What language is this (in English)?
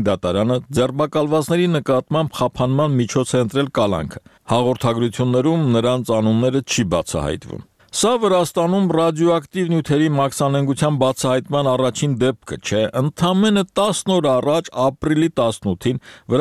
Armenian